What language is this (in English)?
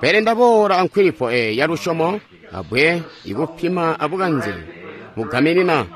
Tonga (Zambia)